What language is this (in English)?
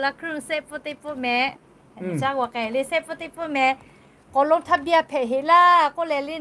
Lahu